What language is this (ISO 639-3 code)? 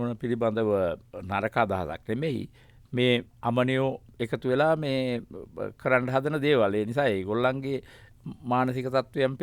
sin